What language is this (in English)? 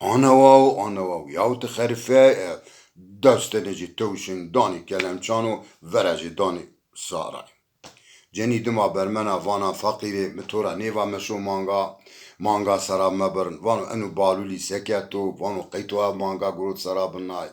Zaza